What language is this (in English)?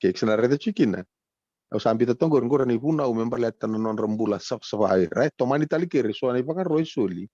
Fijian